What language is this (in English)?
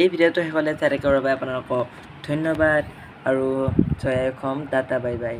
Assamese